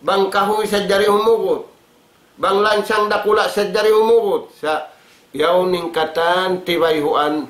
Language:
Tausug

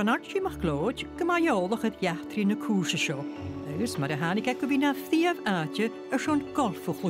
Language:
Scottish Gaelic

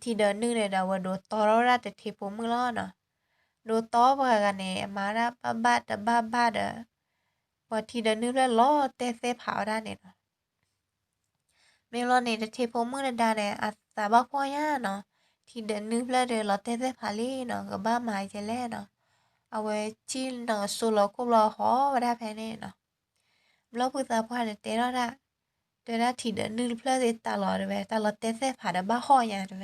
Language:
S'gaw Karen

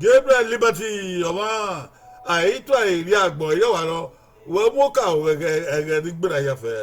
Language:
Bini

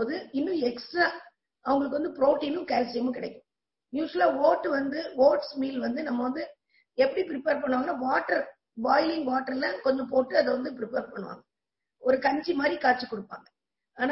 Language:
Tamil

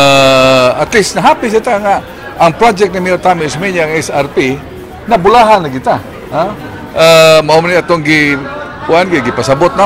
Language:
Cebuano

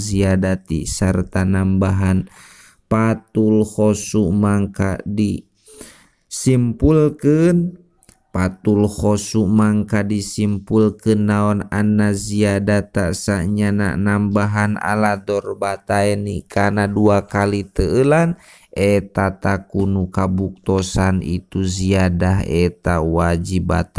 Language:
Sundanese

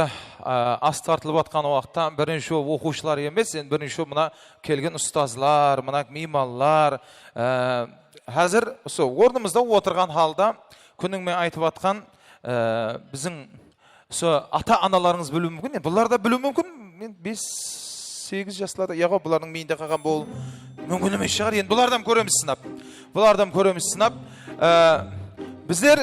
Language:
Kara-Kalpak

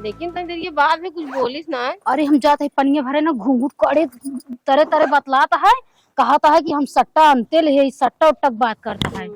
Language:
Awadhi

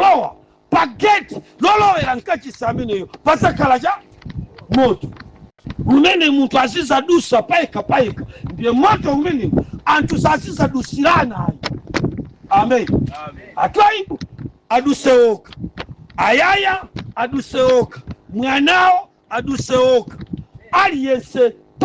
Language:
Nyanja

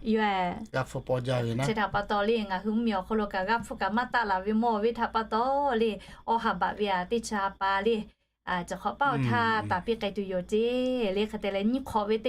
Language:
Lahu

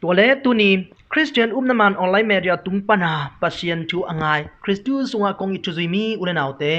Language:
Tedim Chin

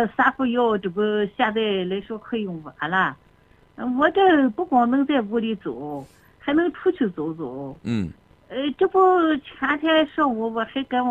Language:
Chinese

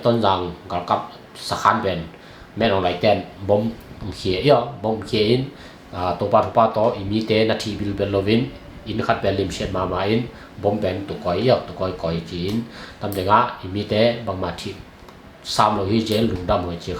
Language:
Tedim Chin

